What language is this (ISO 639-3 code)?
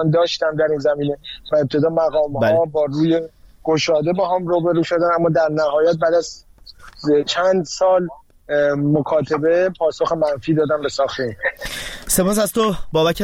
fas